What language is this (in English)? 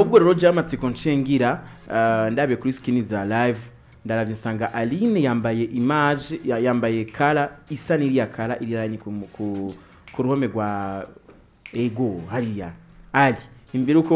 Rundi